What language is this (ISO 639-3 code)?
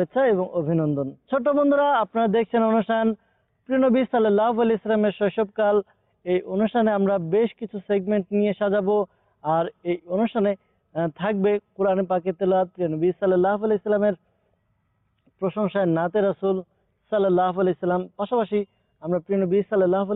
ben